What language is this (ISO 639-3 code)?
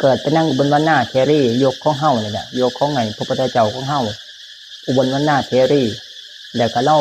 tts